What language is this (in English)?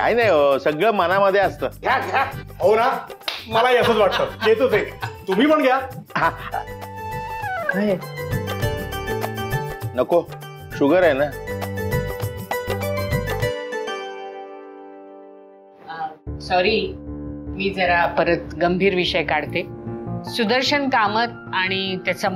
Marathi